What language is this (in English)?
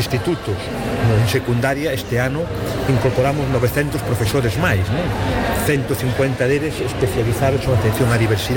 Galician